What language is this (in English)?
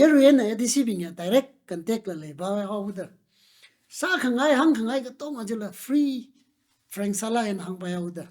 Tangkhul Naga (India)